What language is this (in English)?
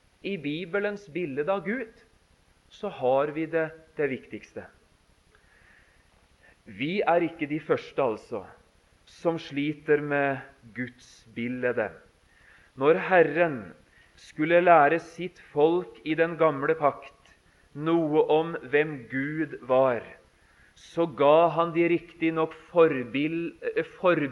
Norwegian